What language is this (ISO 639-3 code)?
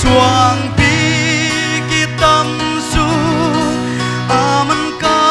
pck